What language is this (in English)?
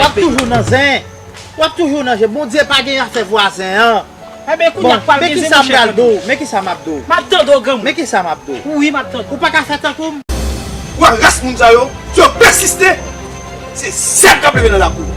Haitian Creole